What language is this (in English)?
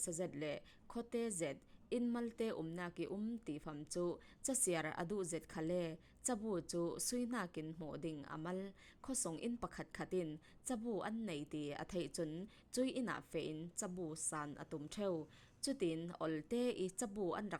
Falam Chin